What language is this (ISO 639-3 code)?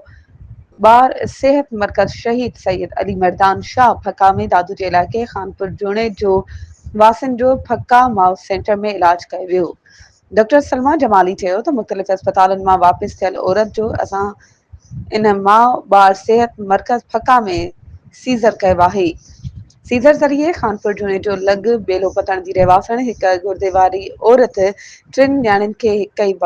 snd